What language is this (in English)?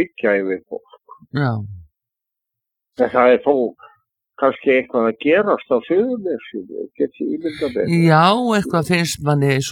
Icelandic